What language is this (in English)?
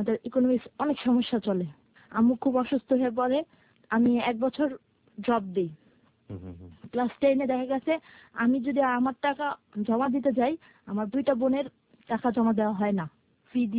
Bangla